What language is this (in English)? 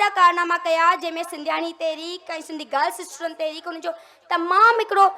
Sindhi